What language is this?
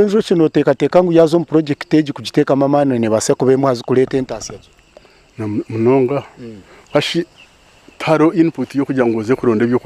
Nyankole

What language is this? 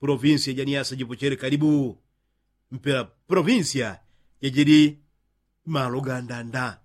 Yao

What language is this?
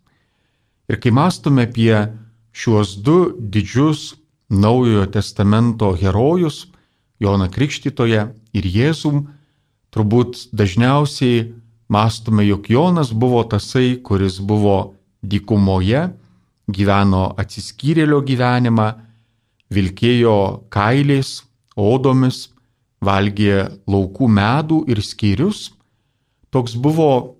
Lithuanian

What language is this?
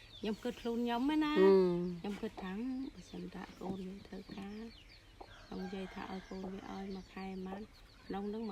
Khmer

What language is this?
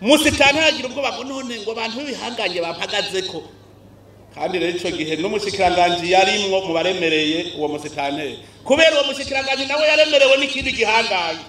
Rundi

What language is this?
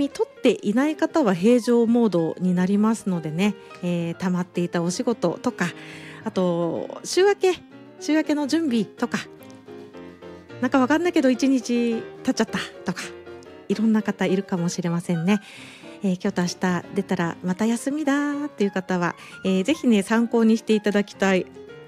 Japanese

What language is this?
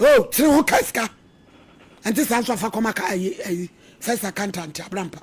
Akan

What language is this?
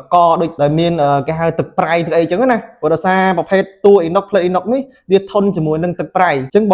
Khmer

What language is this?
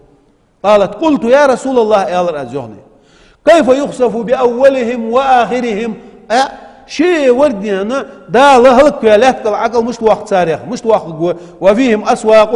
Ingush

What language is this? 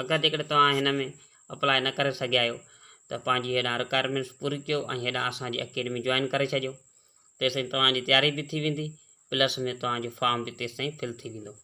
Sindhi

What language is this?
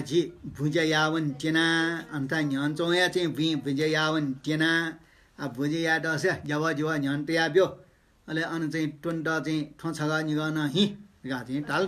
Newari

